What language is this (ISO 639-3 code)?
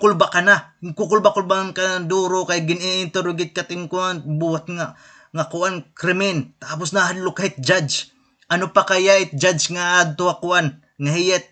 war